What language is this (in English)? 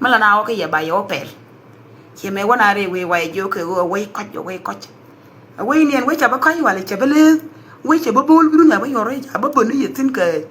Nuer